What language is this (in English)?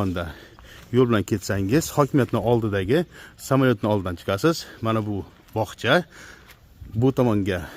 Uzbek